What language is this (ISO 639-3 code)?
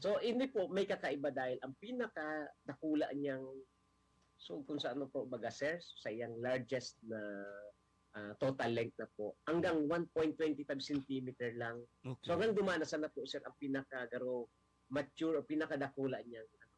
bik